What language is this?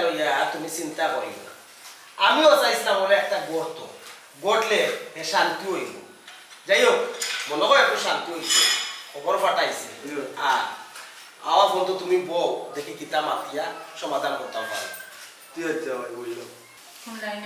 Sylheti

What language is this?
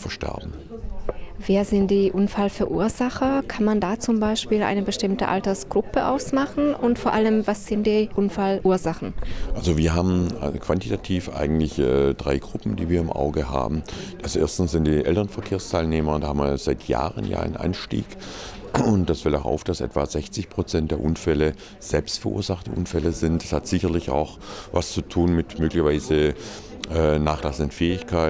German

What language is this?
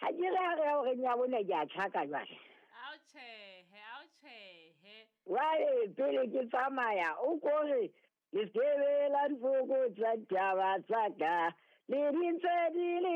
Southern Sotho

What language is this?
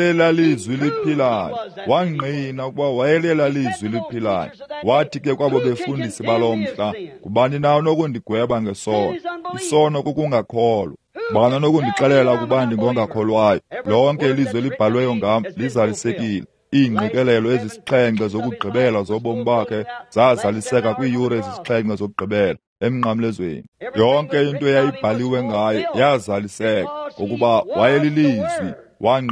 Xhosa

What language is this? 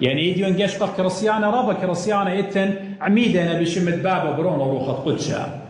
Assyrian Neo-Aramaic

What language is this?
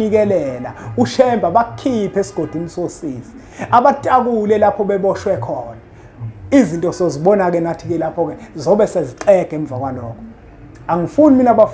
Zulu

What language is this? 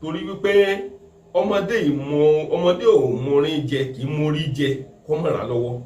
Yoruba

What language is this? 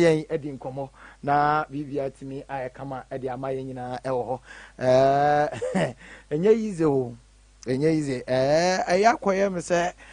Akan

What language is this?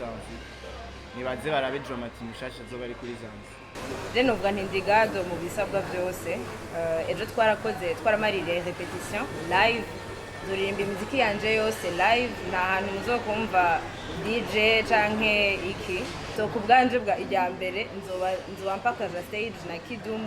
Rundi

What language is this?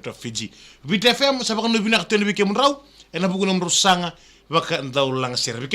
Fijian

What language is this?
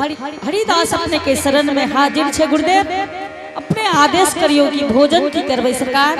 Angika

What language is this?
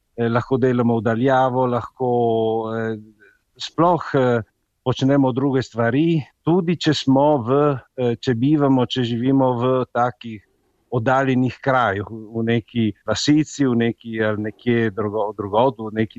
Slovenian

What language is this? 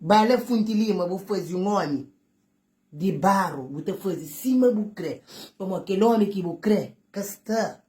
Kabuverdianu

